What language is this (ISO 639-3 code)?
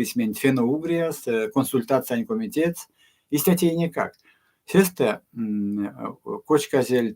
myv